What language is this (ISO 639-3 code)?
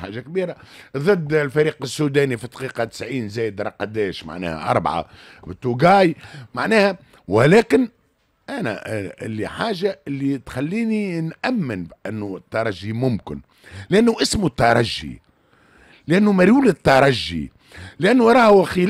aeb